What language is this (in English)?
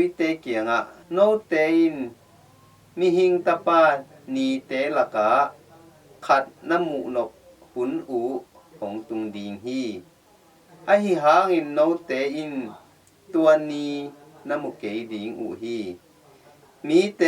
Tedim Chin